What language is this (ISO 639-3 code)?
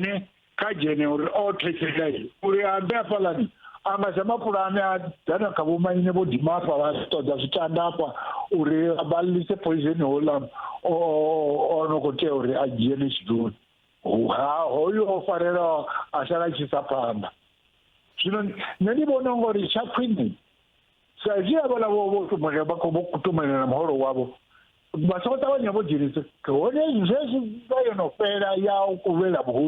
ven